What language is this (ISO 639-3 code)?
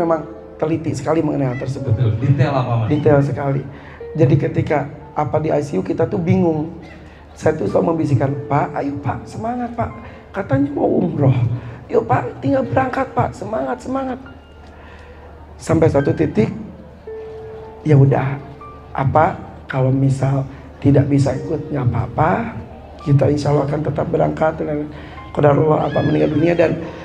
ind